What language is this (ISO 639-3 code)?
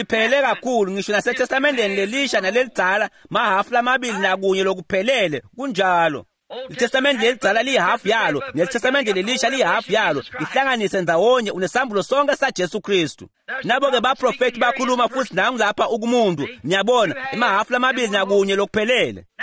ssw